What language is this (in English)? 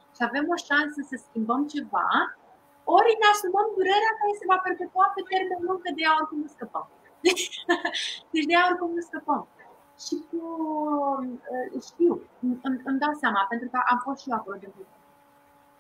Romanian